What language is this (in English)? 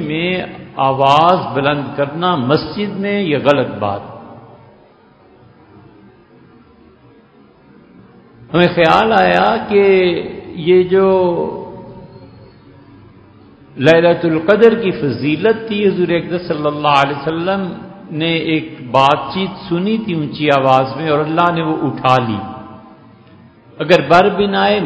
Urdu